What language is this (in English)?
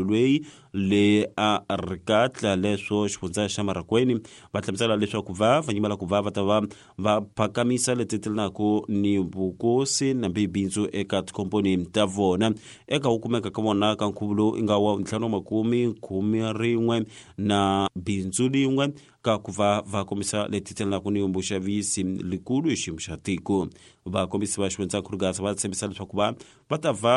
Tsonga